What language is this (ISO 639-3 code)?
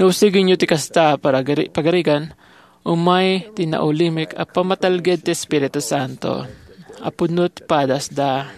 ilo